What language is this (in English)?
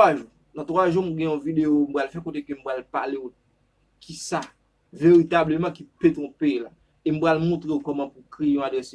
Haitian Creole